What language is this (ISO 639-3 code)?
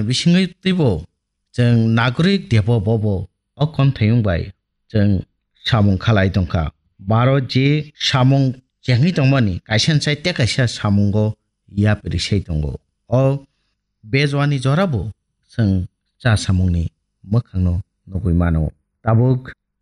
trp